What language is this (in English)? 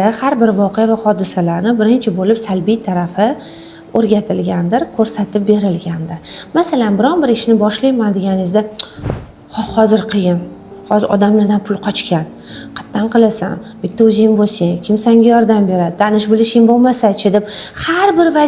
Uzbek